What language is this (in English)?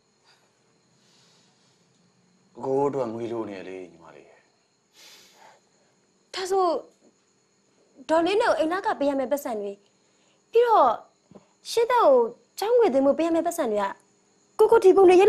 Burmese